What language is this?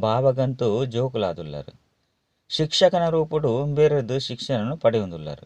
Tulu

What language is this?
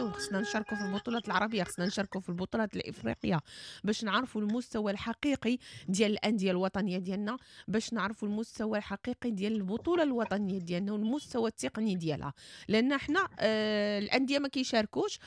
Moroccan Arabic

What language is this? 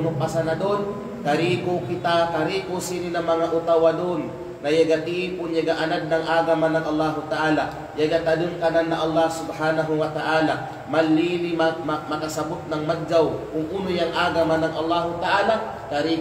Kalagan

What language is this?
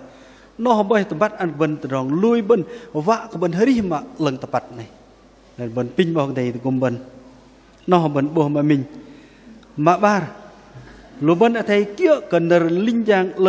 Bahnar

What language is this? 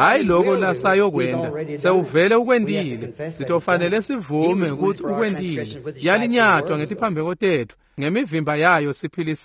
Swati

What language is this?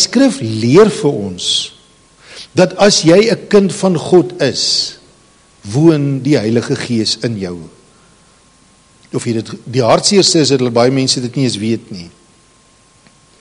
Afrikaans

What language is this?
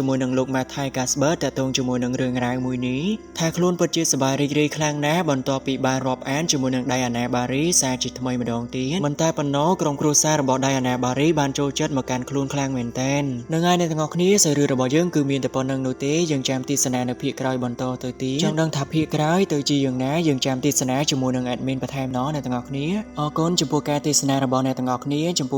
Khmer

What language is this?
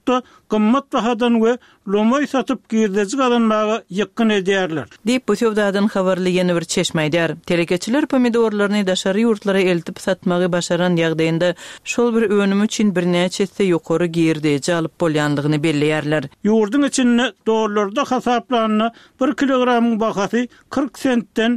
Turkmen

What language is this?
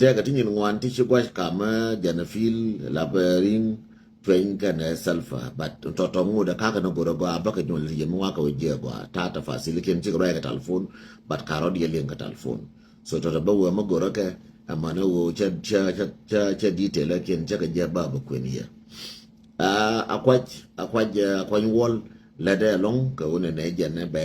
Nuer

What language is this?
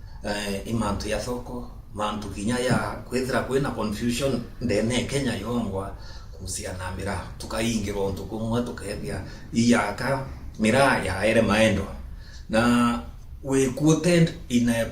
Meru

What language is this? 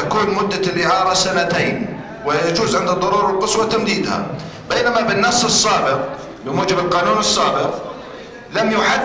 Arabic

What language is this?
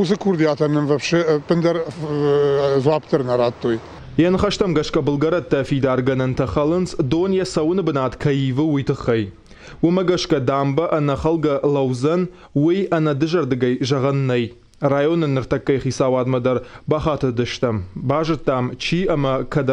Ossetic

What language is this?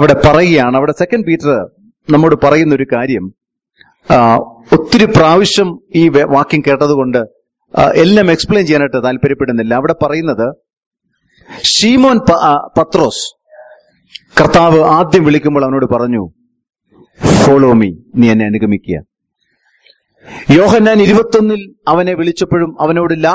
Malayalam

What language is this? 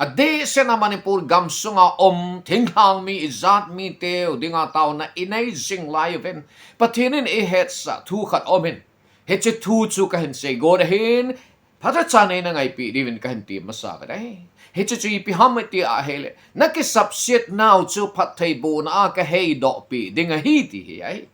Thado Chin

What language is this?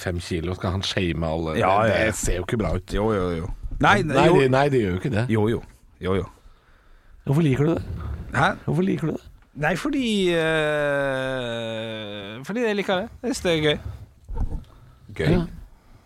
Norwegian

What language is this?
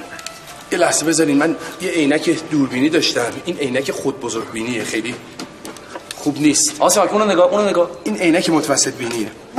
Persian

